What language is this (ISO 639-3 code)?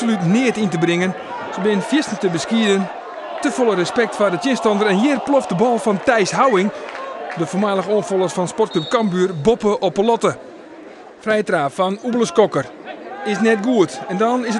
fry